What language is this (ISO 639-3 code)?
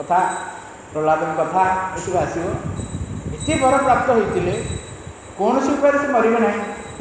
ori